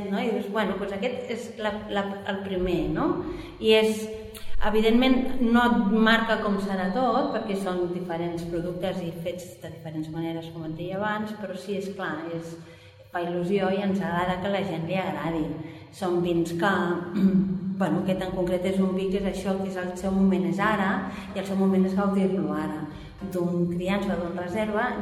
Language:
Catalan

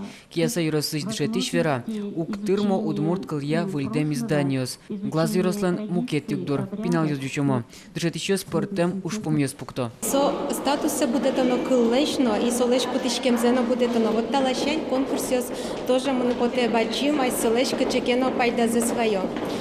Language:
Udmurt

